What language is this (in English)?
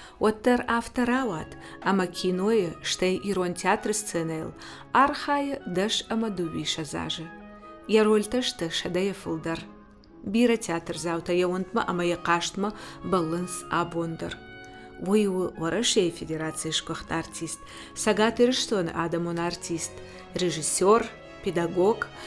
Ossetic